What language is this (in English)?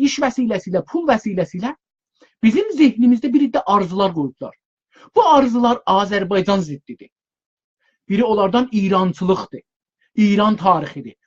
South Azerbaijani